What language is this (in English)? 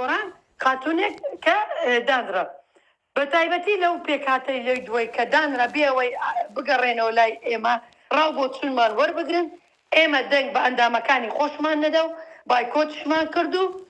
Central Kurdish